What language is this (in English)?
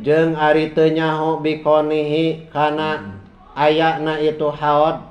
Sundanese